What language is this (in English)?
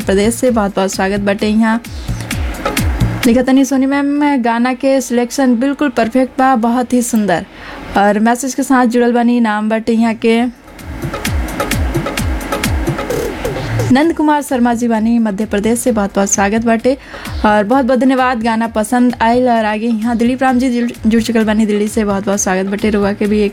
Bhojpuri